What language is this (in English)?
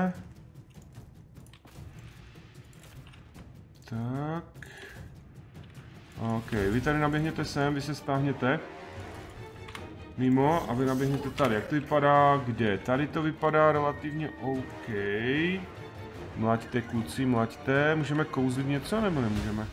Czech